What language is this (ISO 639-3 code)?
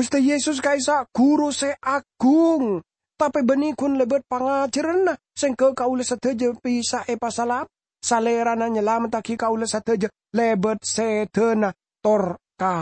mad